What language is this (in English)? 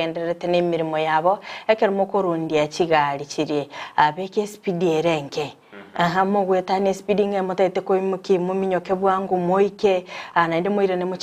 Gusii